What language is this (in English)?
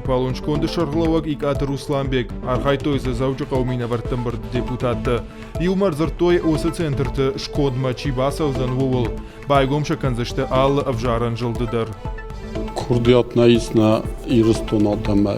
Ossetic